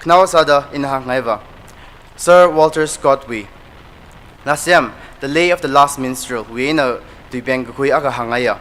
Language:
Tangkhul Naga (India)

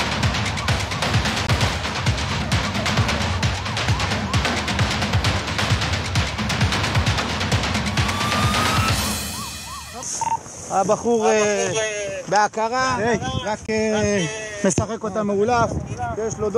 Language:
Hebrew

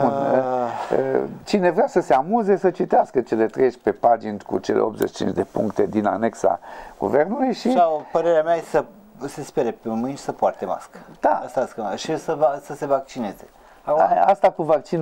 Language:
Romanian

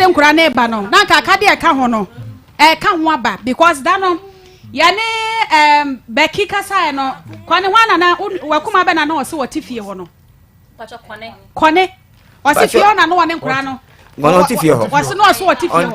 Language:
Akan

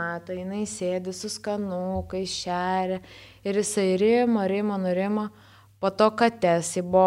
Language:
Lithuanian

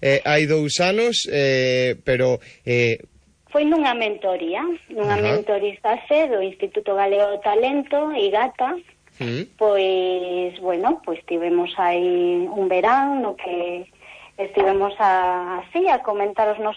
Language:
Galician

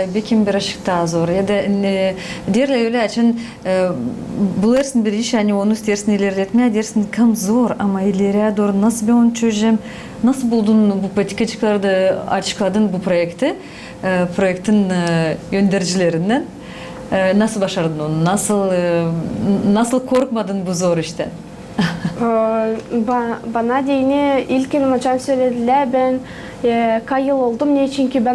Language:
Gagauz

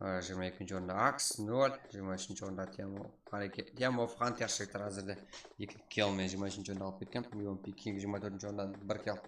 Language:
Kara-Kalpak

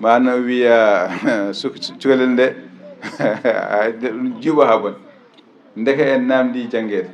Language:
Fula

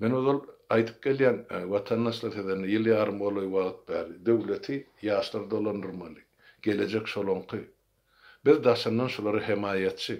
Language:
Turkmen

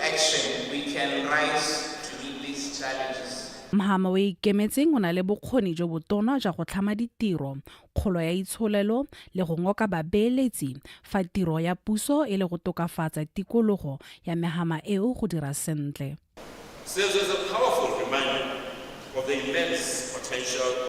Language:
Tswana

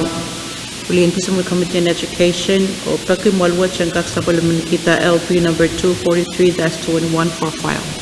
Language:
Pohnpeian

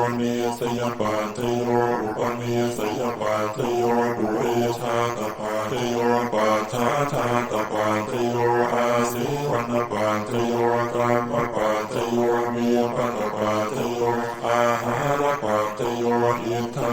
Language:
Pali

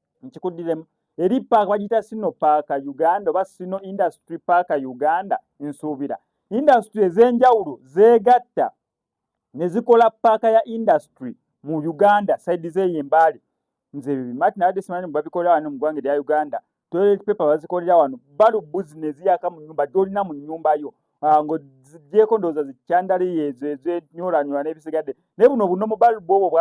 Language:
Ganda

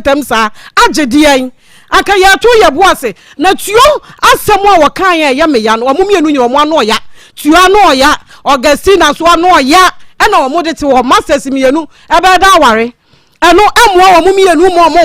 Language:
Akan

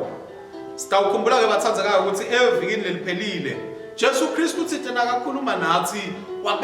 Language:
Swati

